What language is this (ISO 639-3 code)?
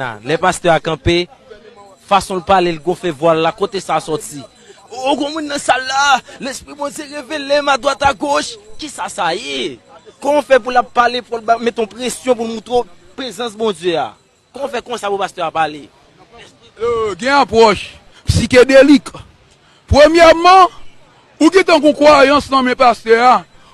hat